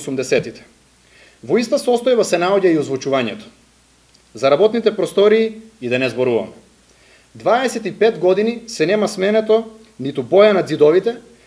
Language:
Macedonian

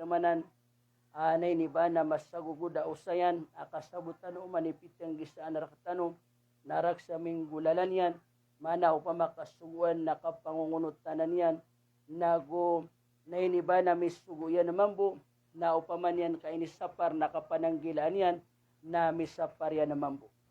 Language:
Maranao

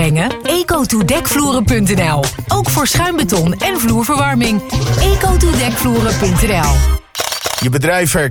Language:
Dutch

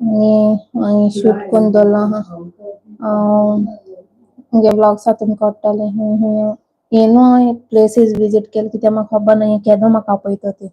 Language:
Konkani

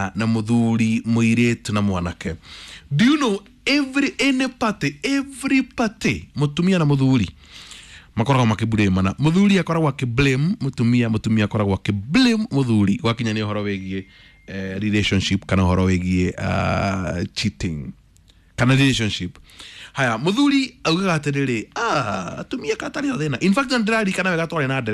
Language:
Kikuyu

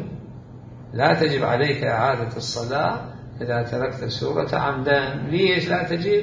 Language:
Mesopotamian Arabic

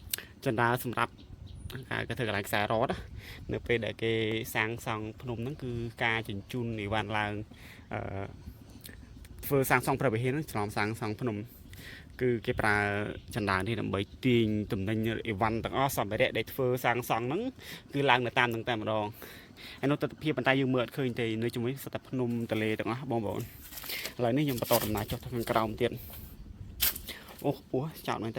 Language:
Khmer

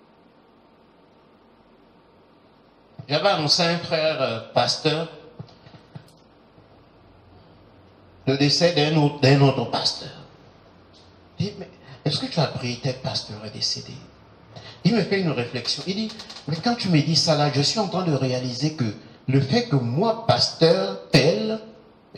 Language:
French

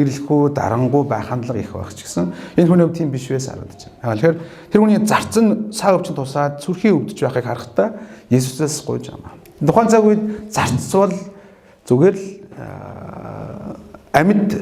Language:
Mongolian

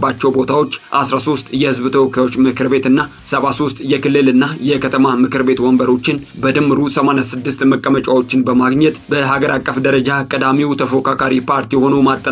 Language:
Amharic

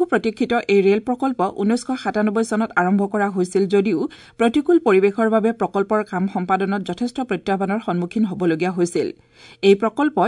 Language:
Assamese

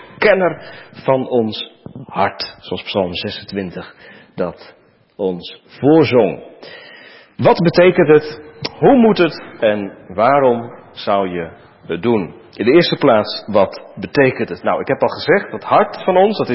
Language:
Dutch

